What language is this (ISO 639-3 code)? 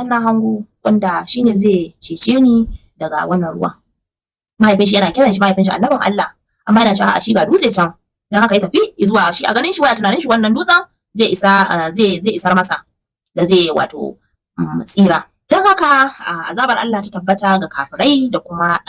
hau